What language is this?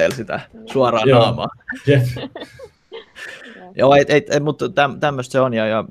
Finnish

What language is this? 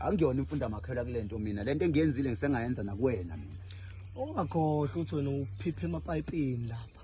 Zulu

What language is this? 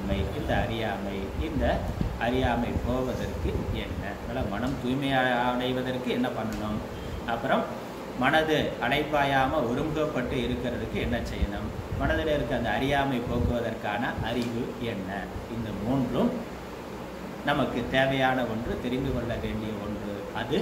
Tamil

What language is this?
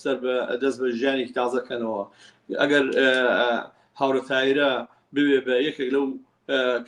Central Kurdish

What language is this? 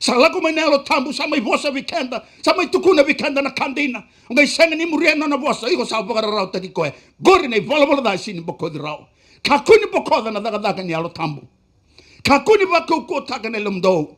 Fijian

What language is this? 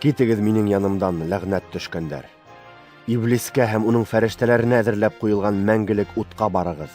Bashkir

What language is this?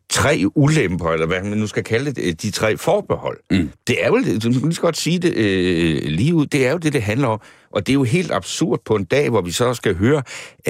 Danish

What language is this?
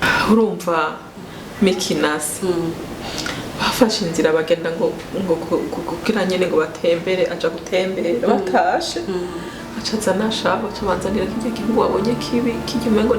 Rundi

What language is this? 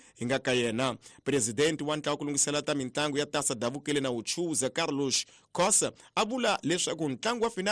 Tsonga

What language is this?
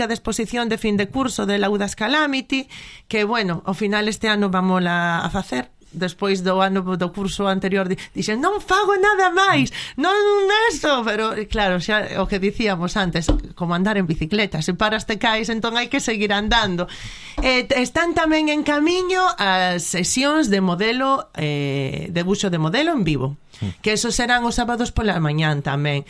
Galician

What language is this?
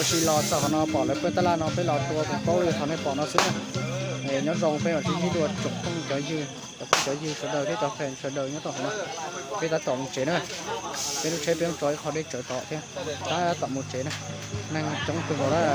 Hmong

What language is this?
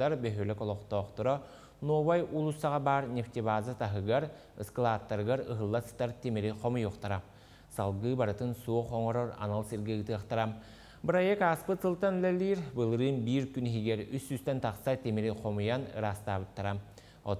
Yakut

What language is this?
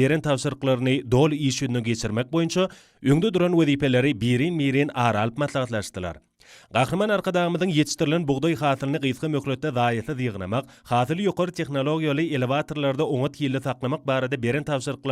Turkmen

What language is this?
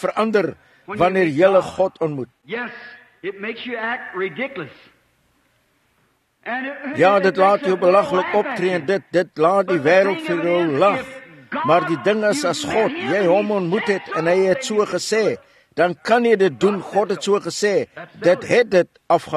Afrikaans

